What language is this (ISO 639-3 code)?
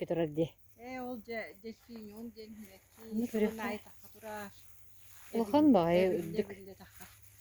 sah